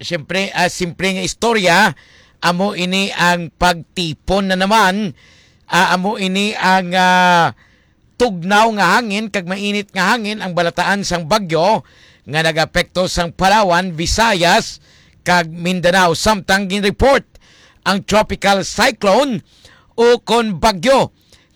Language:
Hiligaynon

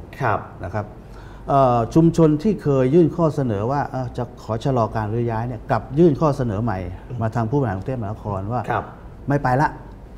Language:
Thai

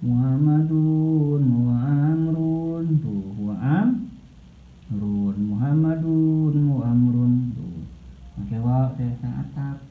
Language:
Sundanese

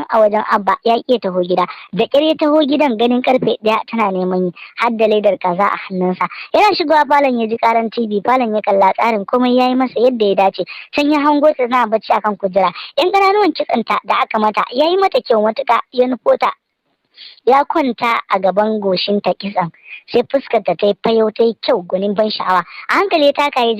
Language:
Hausa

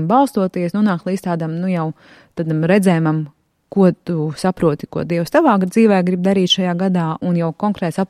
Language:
Latvian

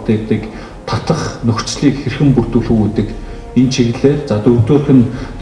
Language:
Mongolian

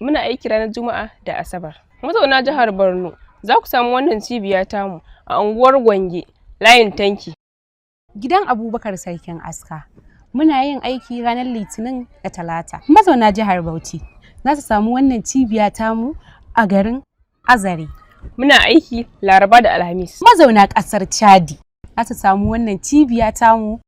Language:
Hausa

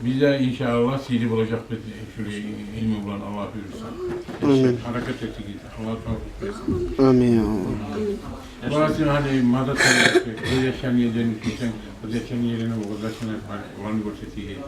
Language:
Kumyk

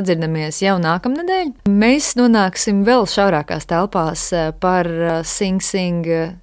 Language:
Latvian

